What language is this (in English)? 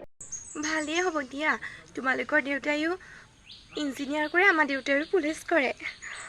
Assamese